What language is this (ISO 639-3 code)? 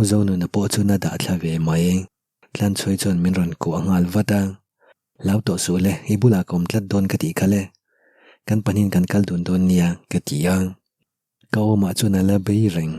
lus